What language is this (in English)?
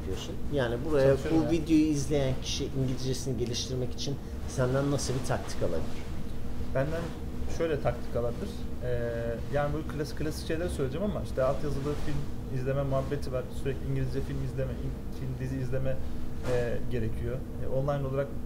Turkish